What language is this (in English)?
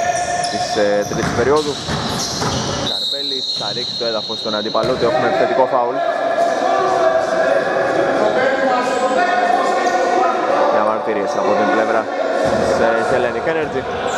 Greek